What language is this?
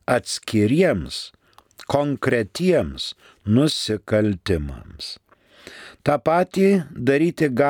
Lithuanian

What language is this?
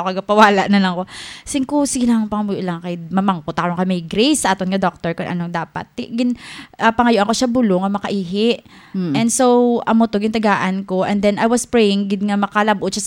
Hiligaynon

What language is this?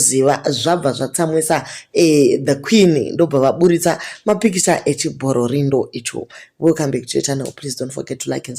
Shona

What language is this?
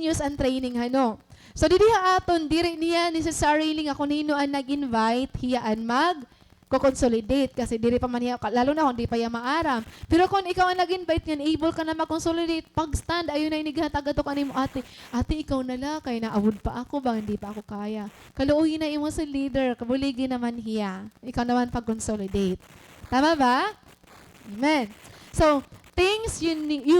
Waray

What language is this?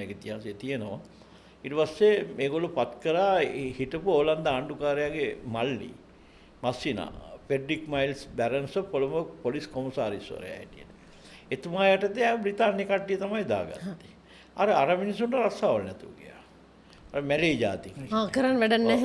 Sinhala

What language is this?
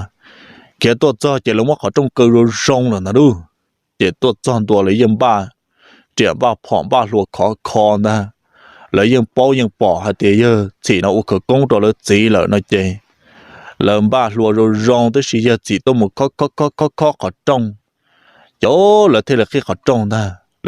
Hmong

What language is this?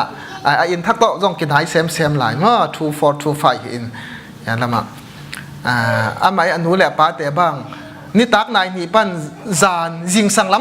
Tedim Chin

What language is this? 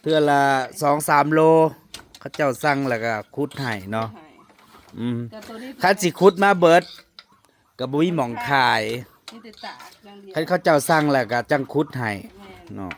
Northeastern Thai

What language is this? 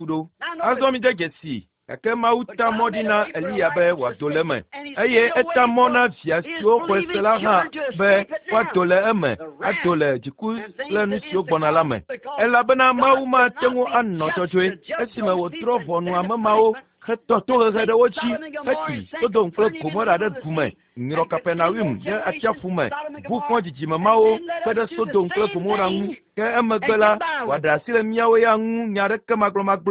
Ewe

